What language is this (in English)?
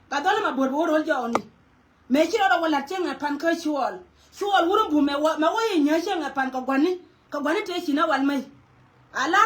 Nuer